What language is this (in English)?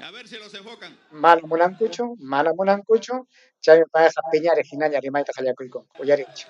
Ayacucho Quechua